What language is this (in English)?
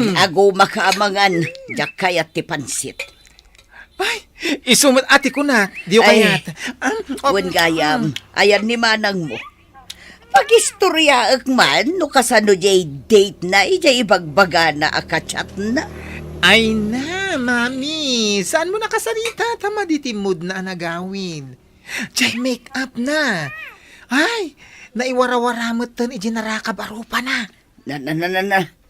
Iloko